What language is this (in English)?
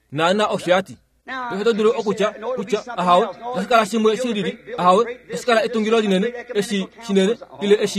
Kuanyama